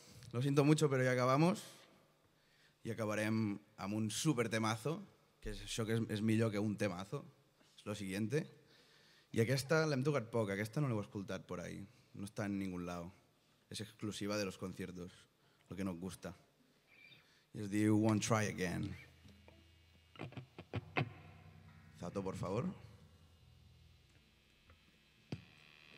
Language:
Catalan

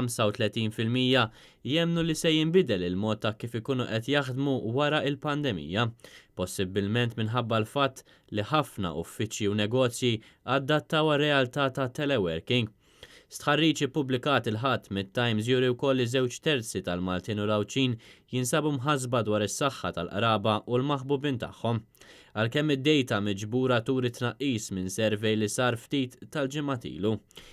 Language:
Maltese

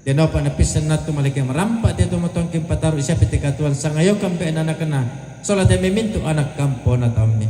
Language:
Toraja-Sa'dan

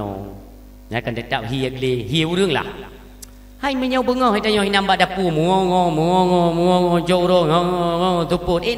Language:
Achinese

